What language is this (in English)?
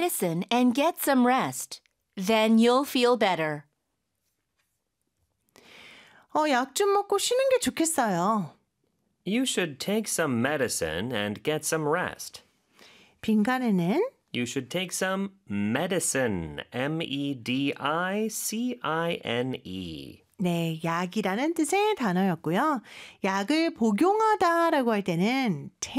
Korean